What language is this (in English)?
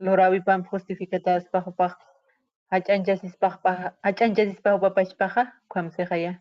Aymara